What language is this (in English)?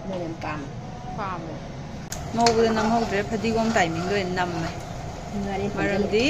Manipuri